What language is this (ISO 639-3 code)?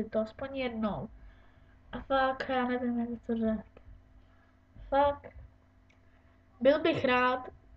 ces